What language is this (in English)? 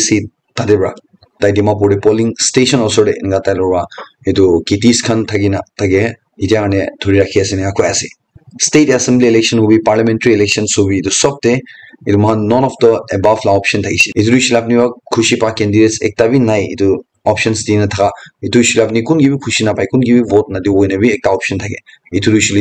Naga Pidgin